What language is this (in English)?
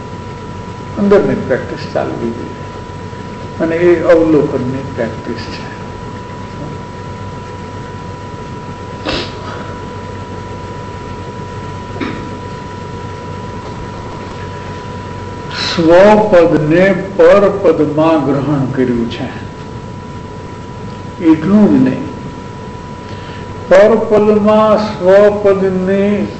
Gujarati